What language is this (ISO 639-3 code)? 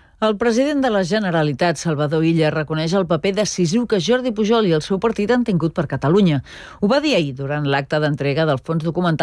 cat